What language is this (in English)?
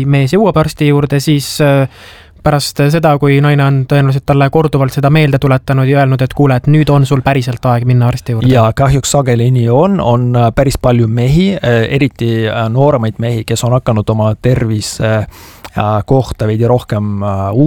Estonian